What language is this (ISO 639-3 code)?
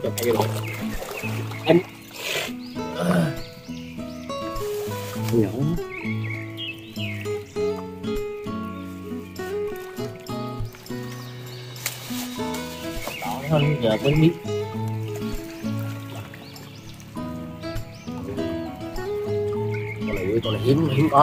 vie